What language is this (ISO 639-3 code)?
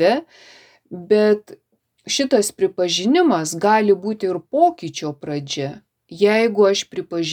lit